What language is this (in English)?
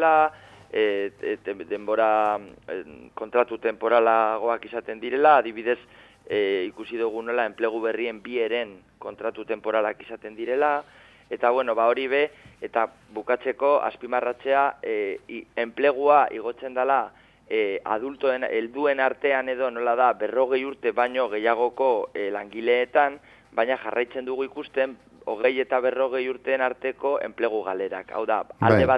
Basque